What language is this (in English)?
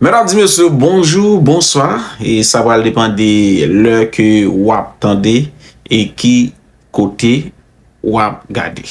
Haitian Creole